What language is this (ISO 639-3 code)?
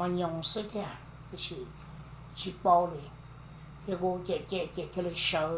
hmn